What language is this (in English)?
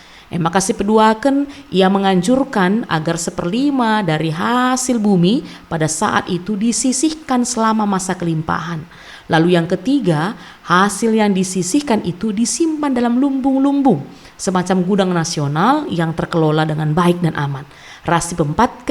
Batak Karo